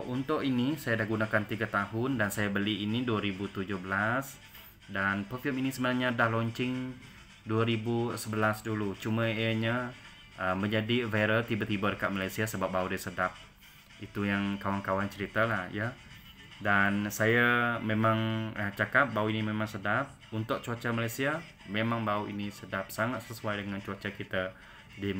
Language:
Malay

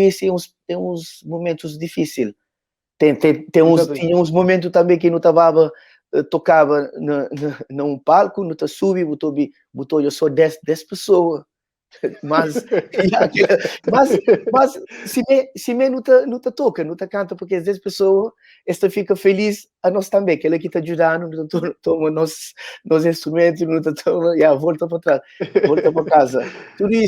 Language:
Kabuverdianu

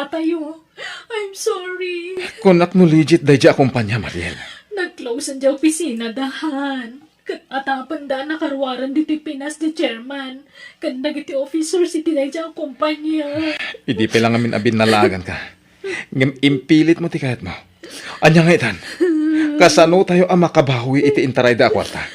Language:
Iloko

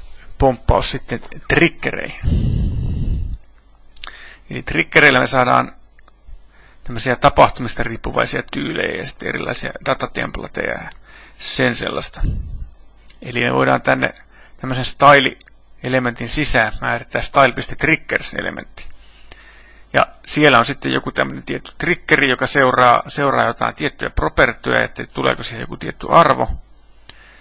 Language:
Finnish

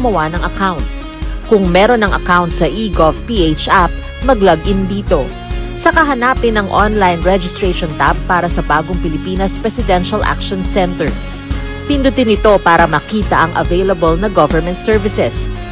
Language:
Filipino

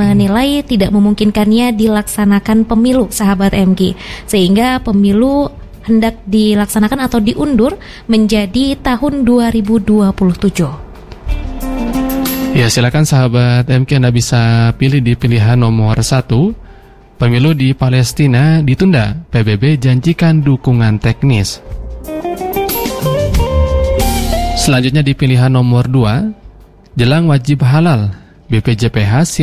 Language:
Indonesian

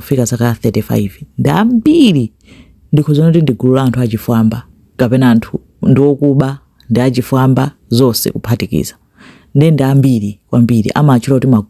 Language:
Nyanja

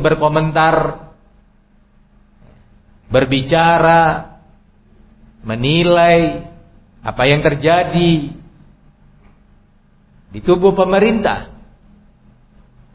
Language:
Indonesian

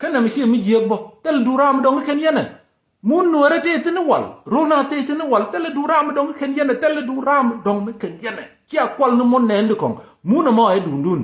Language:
Nuer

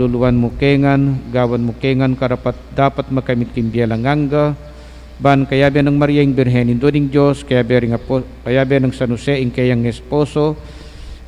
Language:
Pampanga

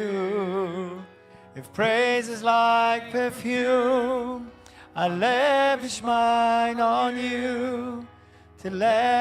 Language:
English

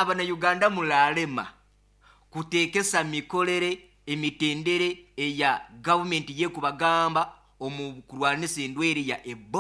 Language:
Nyankole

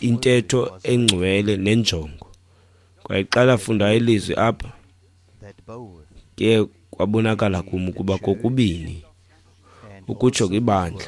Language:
Xhosa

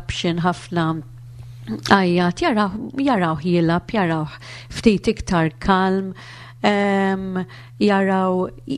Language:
Maltese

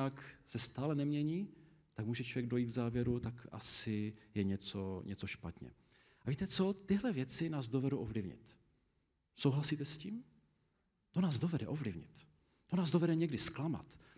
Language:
Czech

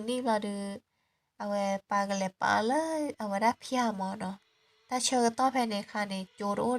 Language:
S'gaw Karen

